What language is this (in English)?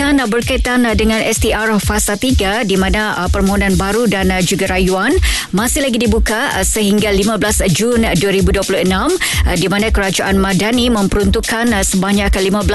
Malay